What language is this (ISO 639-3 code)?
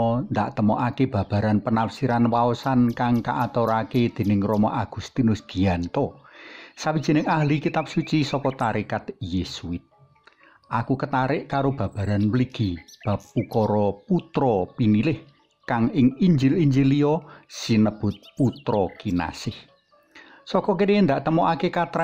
jav